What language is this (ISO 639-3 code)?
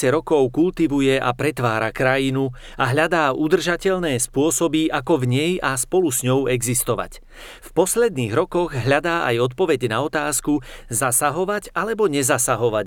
slk